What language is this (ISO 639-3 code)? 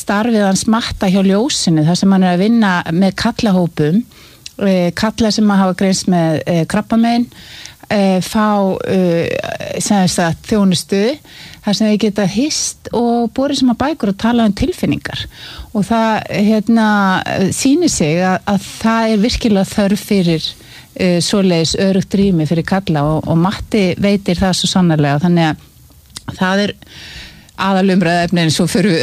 isl